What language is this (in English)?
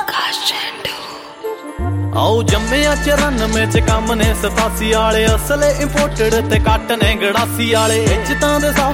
Punjabi